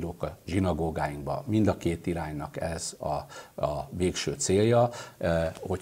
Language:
Hungarian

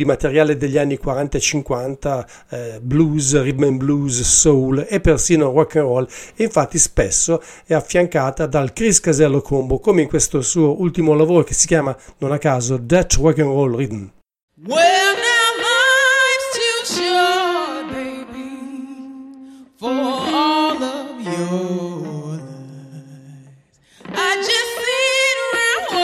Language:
Italian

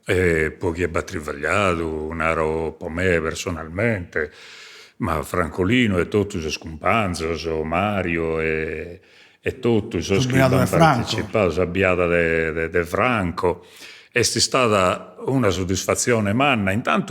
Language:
Sardinian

